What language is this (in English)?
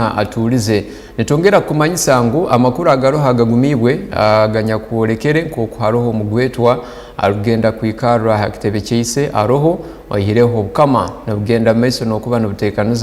Tooro